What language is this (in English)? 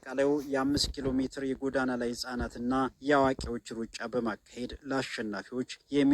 Amharic